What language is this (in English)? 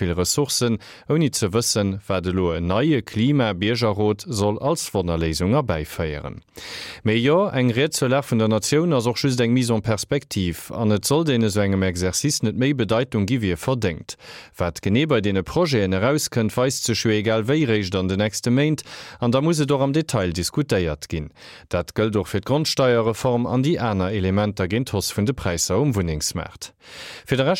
Luxembourgish